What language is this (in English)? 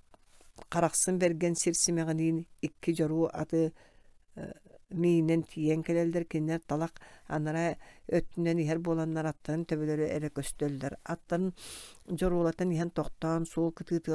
Yakut